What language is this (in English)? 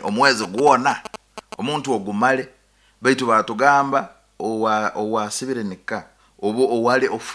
Nyankole